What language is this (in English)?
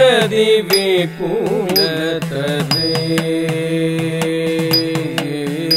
Malayalam